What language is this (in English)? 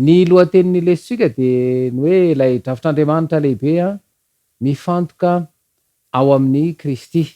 Malagasy